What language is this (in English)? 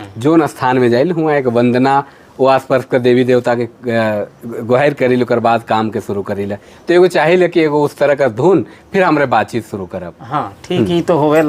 Sadri